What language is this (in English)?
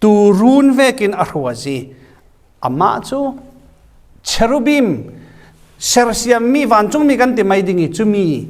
Falam Chin